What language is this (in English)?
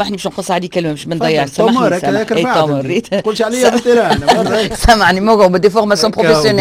Tunisian Arabic